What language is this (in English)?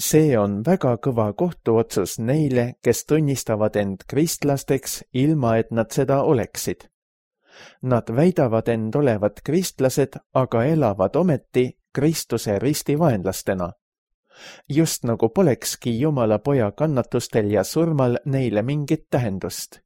Estonian